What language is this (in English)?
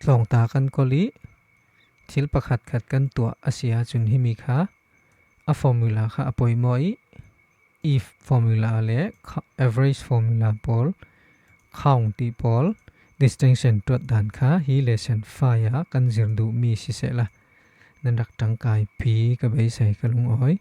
Falam Chin